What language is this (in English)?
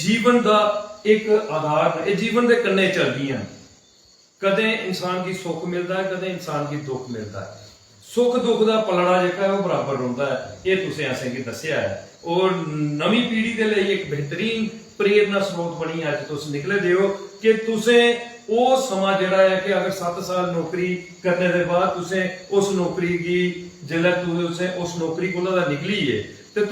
Dogri